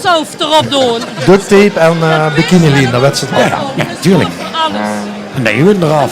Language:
Limburgish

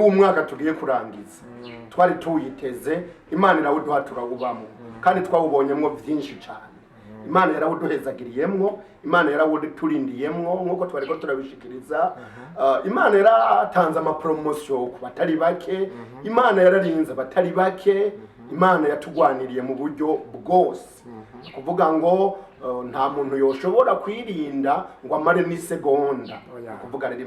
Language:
Rundi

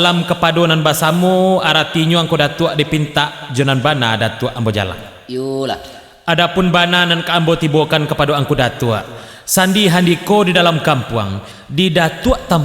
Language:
Minangkabau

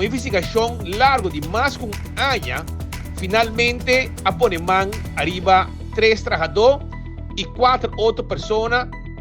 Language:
Papiamento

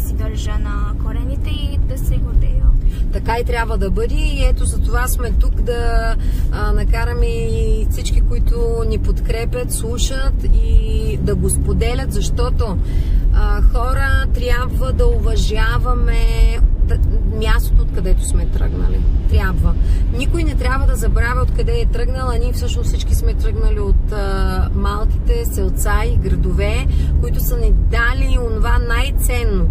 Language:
Bulgarian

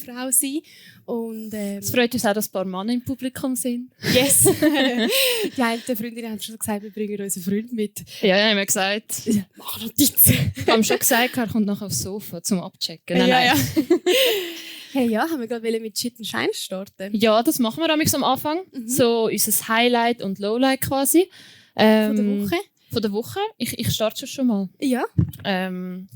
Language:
Swiss German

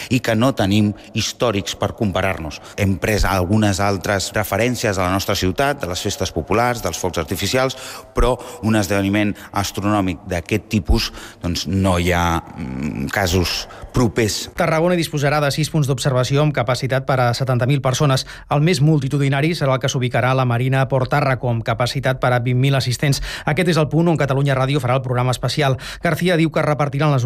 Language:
Catalan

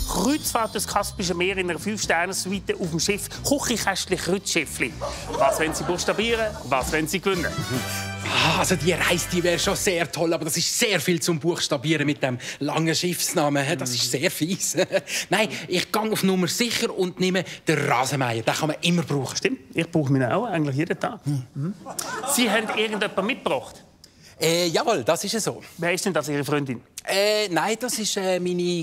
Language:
Swiss German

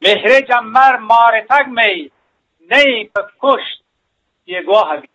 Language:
Eastern Balochi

